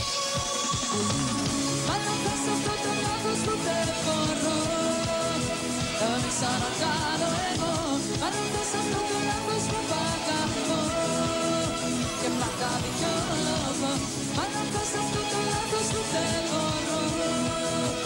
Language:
Greek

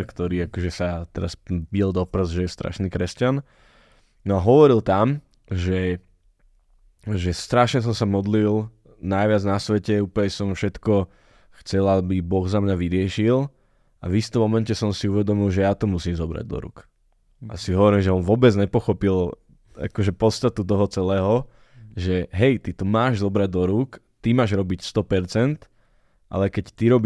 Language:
Slovak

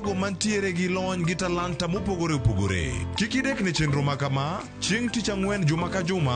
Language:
Luo (Kenya and Tanzania)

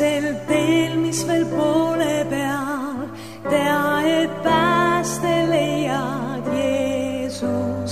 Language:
Estonian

